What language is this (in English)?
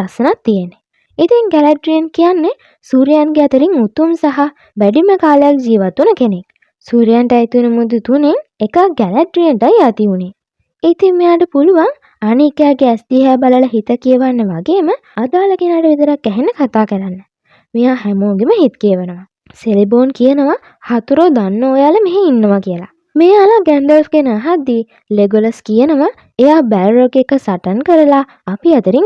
Sinhala